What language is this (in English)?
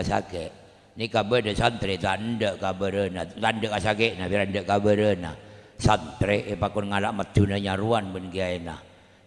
Madurese